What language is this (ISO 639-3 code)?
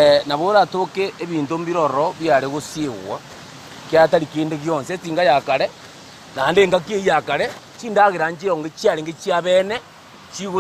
guz